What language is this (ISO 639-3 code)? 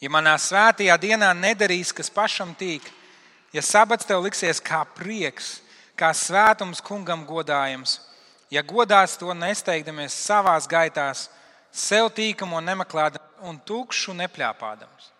lav